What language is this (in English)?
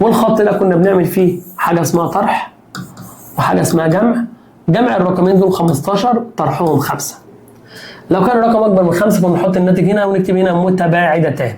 Egyptian Arabic